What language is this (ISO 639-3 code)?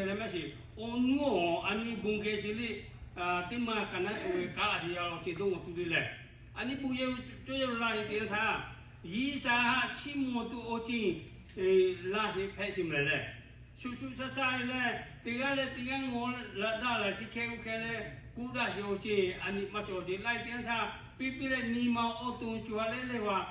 lhu